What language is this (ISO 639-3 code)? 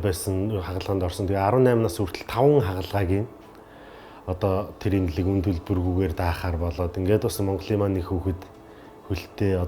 mon